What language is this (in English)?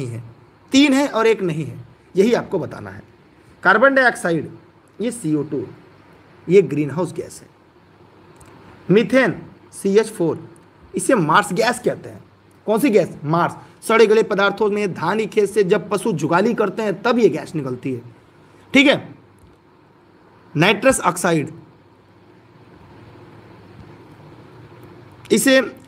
Hindi